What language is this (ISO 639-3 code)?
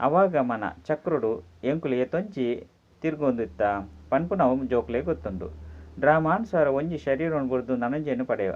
tcy